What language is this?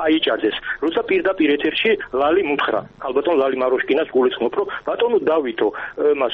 Georgian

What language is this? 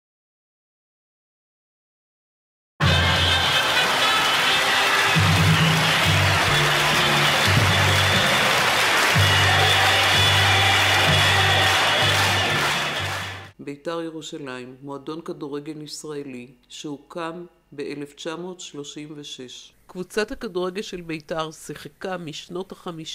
Hebrew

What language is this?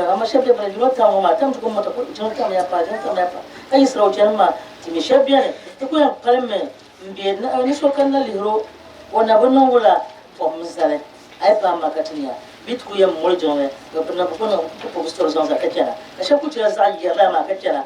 Dagbani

